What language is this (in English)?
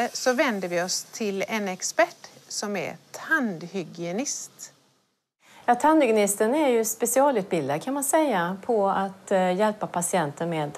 Swedish